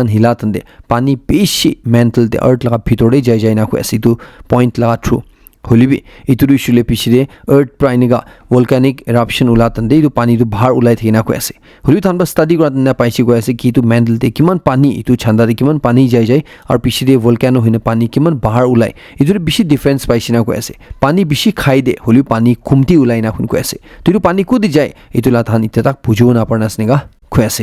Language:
Naga Pidgin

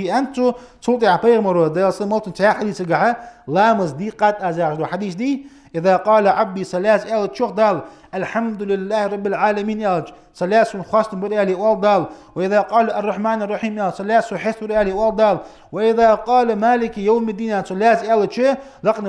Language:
Ingush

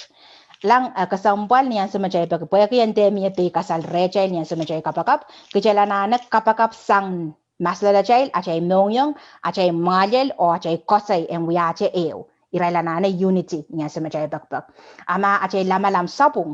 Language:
Pohnpeian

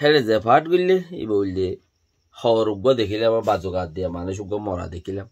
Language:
Rohingya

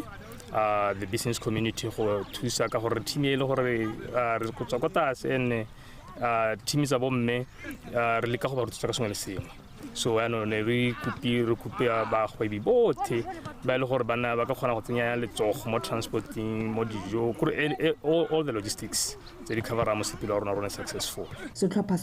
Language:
Tswana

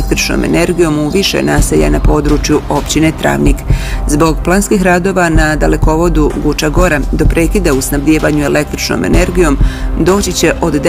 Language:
Bosnian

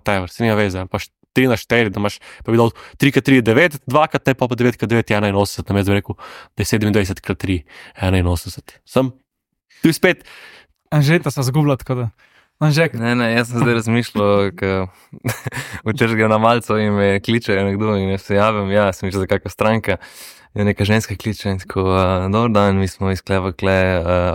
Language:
Slovenian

